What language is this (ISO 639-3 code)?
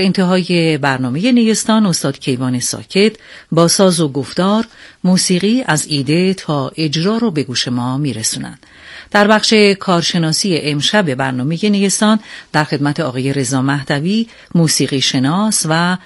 fas